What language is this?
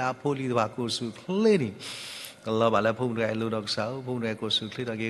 S'gaw Karen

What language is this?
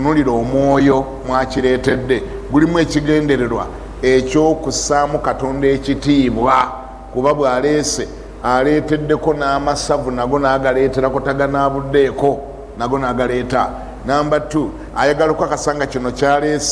Ganda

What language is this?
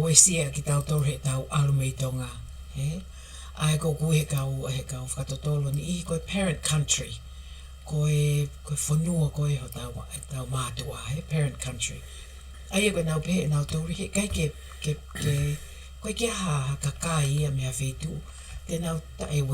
Tongan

